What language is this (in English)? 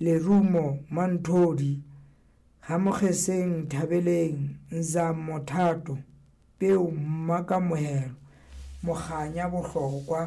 Southern Sotho